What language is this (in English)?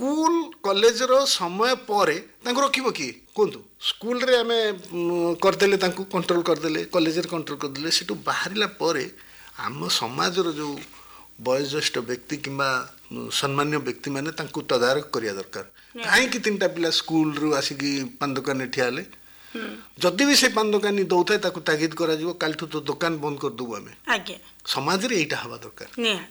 Odia